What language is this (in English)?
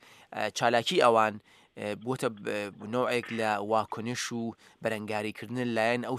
Central Kurdish